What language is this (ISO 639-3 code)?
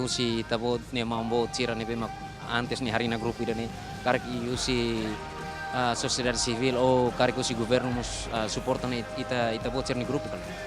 tet